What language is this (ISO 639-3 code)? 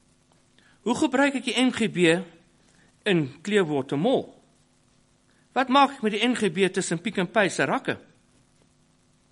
afr